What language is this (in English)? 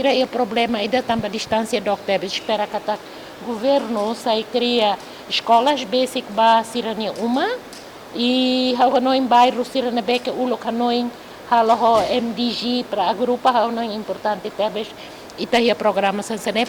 Tetum